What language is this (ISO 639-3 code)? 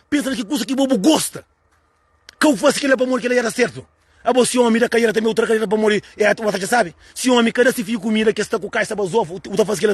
kea